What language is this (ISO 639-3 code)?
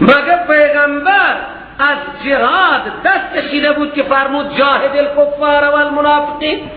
fas